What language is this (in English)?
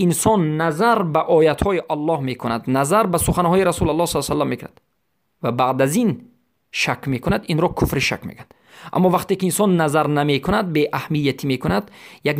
Persian